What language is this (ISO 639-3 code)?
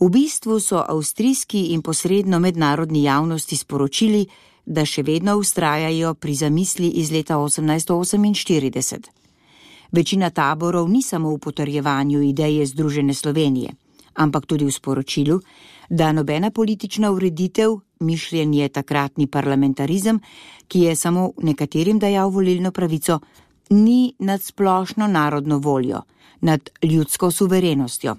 slv